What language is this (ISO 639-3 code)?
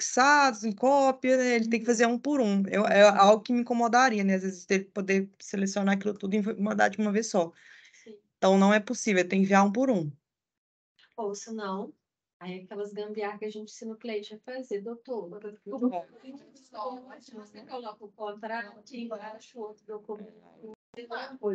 por